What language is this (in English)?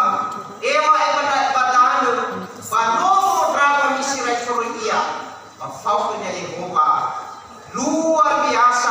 Nias